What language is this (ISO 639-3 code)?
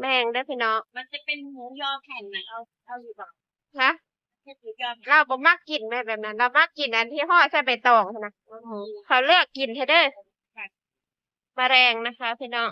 tts